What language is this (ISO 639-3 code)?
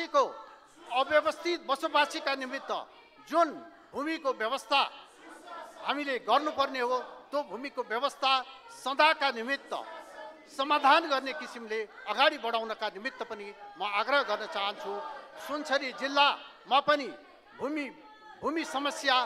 nep